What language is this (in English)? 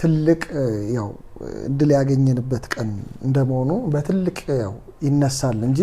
Amharic